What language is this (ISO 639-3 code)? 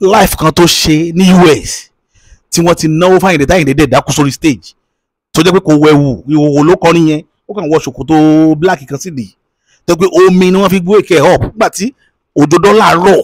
yor